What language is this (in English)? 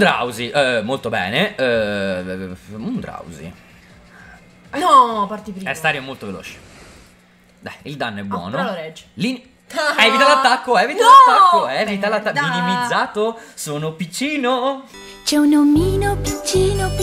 Italian